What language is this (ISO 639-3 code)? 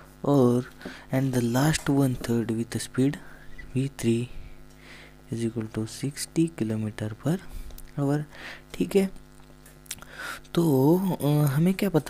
hin